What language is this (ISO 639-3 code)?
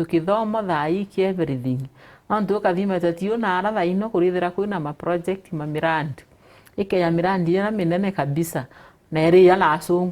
mer